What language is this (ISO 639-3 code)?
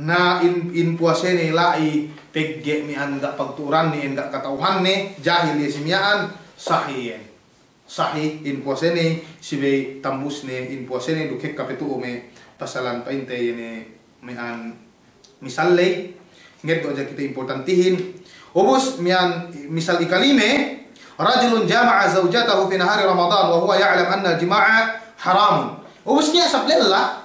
yka